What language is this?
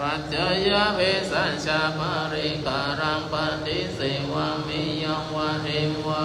Pali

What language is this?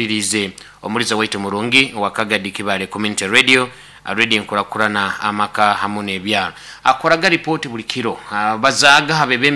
Nyoro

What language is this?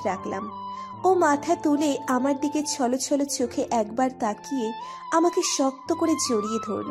Bangla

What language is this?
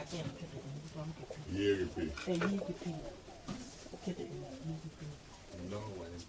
Acoli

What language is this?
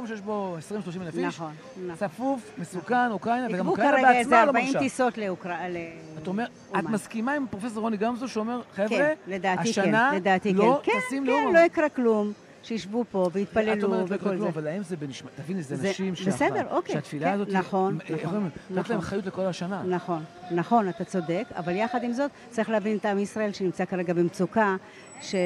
Hebrew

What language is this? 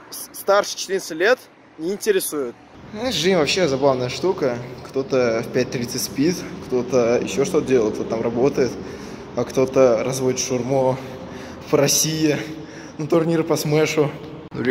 Russian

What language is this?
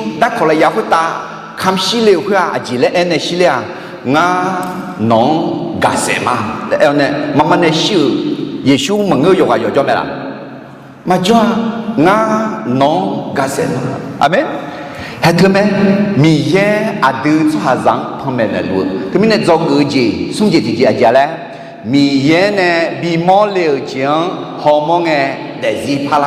Akha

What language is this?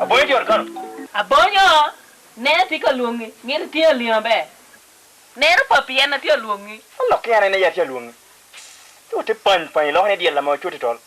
Lango (Uganda)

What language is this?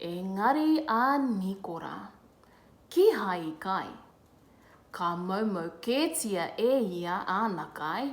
Māori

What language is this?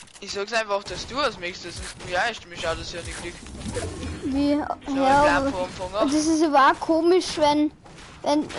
Bavarian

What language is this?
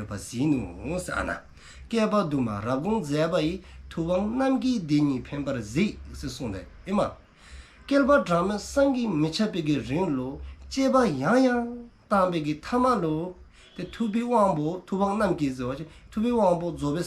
Dzongkha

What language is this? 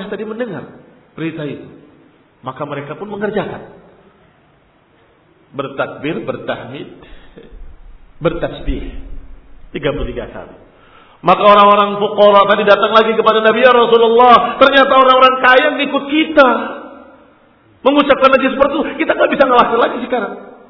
Indonesian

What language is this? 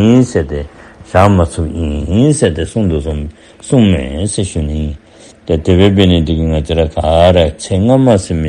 Dzongkha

